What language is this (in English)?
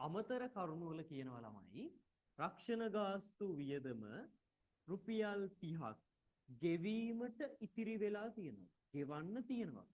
Sinhala